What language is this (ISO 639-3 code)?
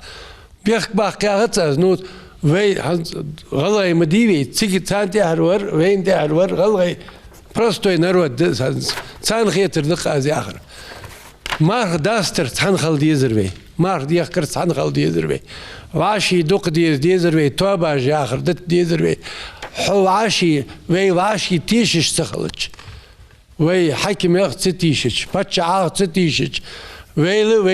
inh